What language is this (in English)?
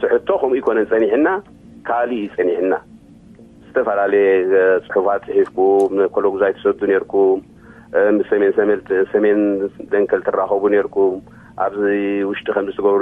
Tigrinya